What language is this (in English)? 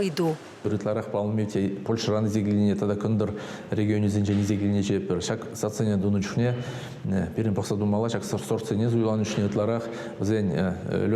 Chuvash